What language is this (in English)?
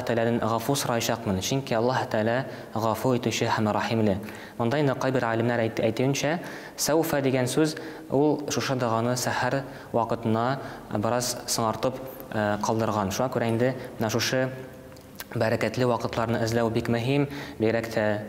Tatar